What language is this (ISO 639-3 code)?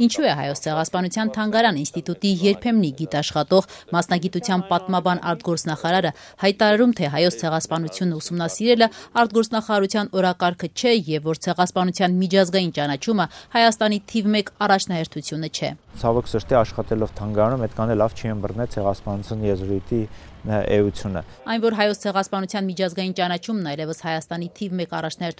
hye